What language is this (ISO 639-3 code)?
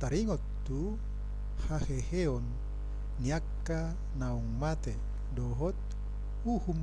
bbc